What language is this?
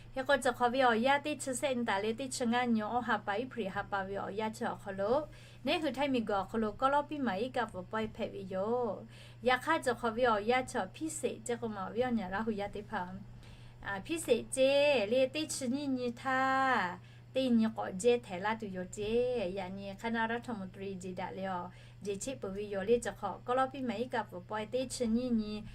Lahu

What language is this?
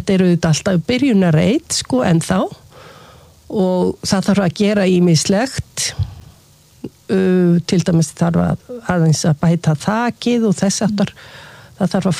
Icelandic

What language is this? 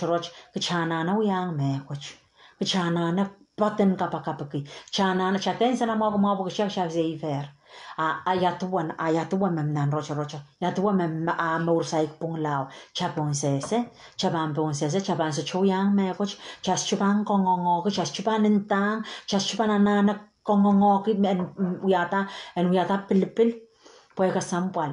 Pohnpeian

